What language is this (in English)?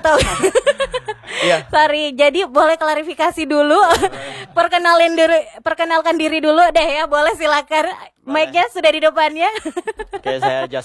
Indonesian